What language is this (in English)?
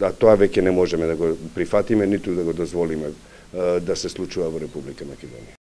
Macedonian